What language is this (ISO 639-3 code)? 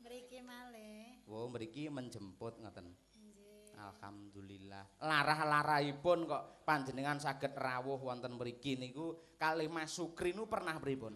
jav